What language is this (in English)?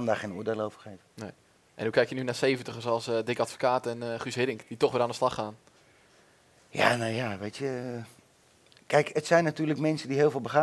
Dutch